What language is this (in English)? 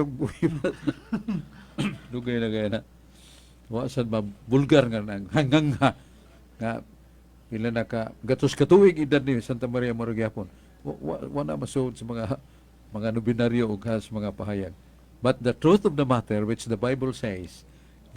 Cebuano